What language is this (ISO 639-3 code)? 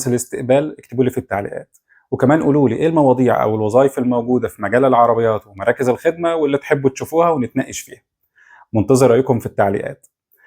arz